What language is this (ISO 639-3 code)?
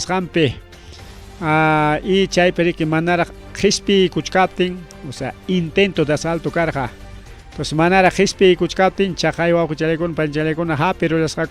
quy